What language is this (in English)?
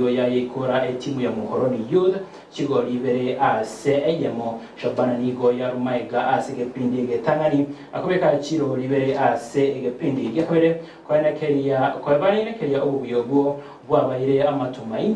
Gusii